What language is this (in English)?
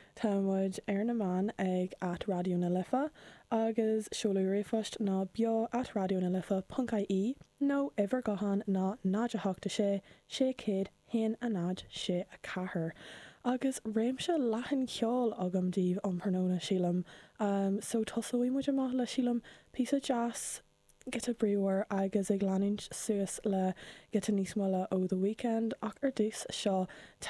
Irish